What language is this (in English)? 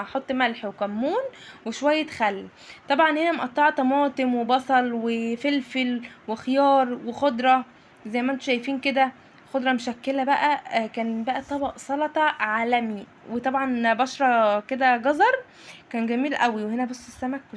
Egyptian Arabic